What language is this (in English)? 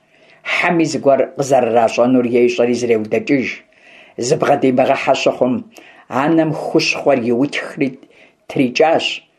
Kabardian